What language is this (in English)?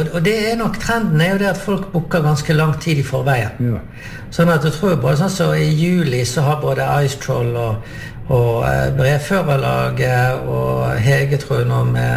Norwegian